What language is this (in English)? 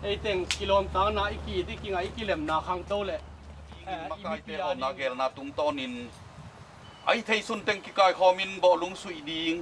Tedim Chin